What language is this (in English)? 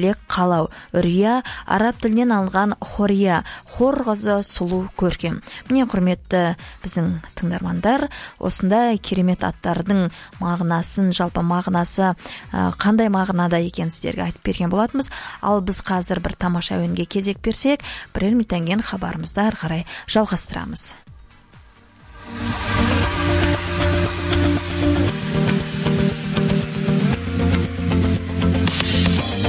Kazakh